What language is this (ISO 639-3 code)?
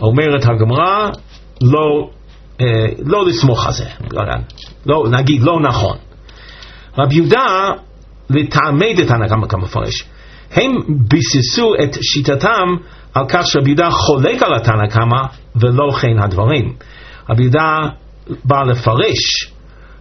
heb